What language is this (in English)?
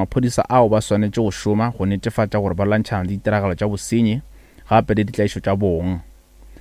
Northern Sotho